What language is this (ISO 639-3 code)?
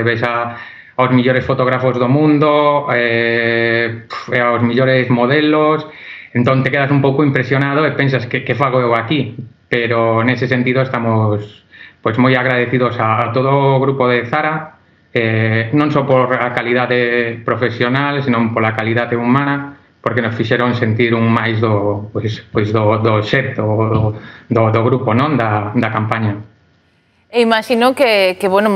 glg